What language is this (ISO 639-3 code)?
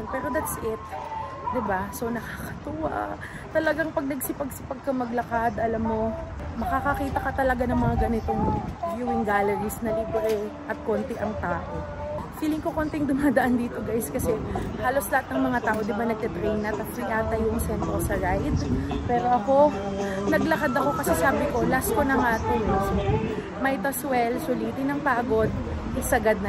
fil